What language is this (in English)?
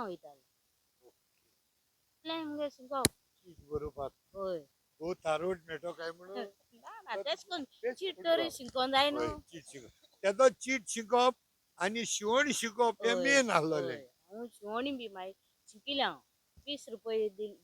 Konkani